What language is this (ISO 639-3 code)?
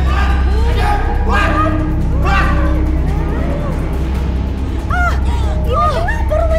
ind